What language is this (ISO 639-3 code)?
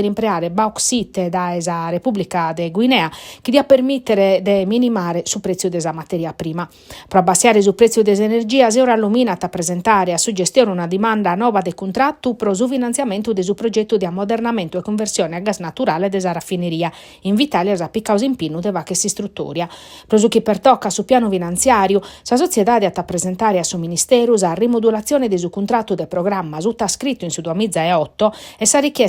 srd